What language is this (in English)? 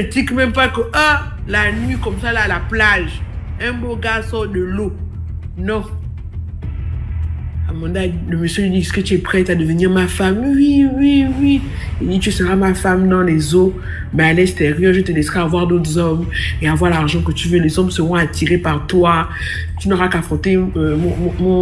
French